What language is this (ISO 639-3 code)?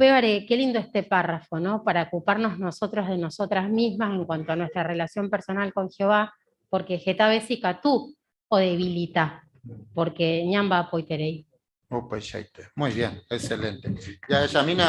grn